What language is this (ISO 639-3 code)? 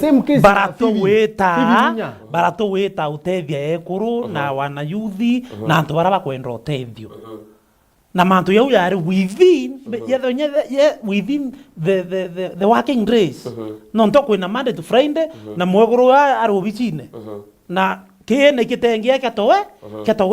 mer